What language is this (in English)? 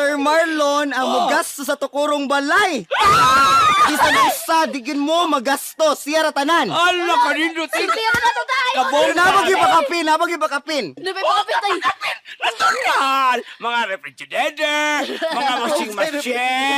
Cebuano